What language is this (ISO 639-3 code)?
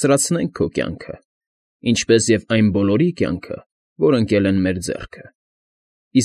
hye